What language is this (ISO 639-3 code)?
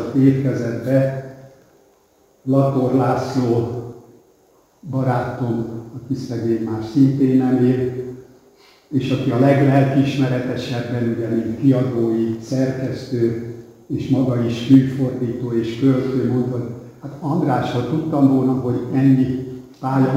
hun